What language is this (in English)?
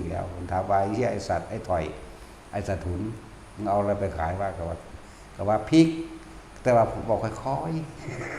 Northeastern Thai